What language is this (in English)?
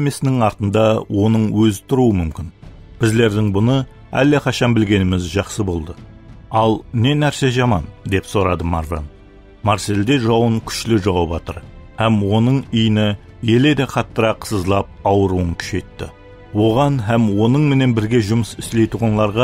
Kara-Kalpak